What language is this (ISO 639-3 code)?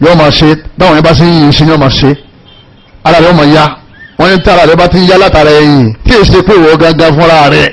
yor